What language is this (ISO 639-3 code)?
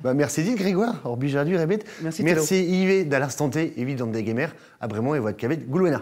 bre